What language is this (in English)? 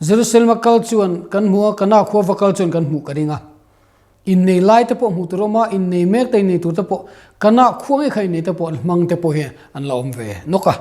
Mizo